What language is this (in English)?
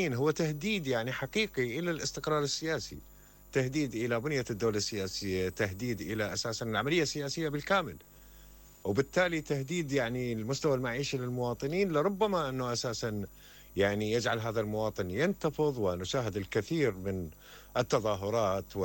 Mesopotamian Arabic